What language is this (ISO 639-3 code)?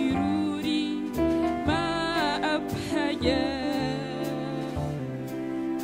ara